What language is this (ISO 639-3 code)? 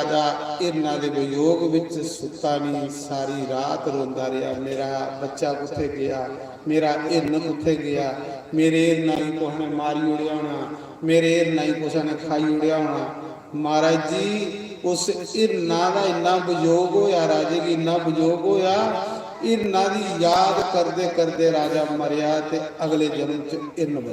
doi